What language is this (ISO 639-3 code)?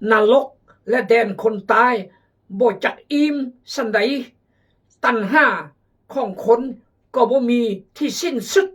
kjg